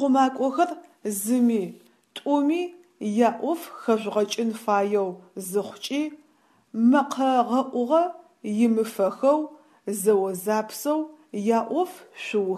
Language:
Adyghe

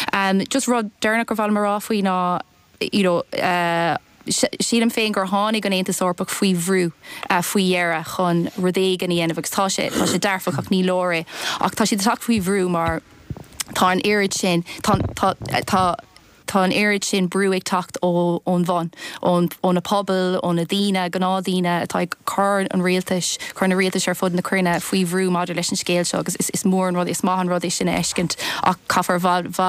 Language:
Irish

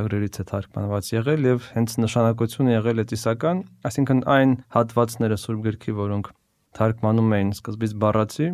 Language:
Armenian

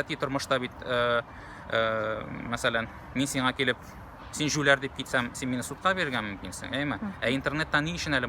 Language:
Tatar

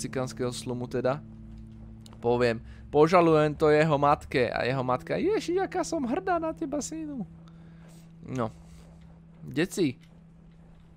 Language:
Slovak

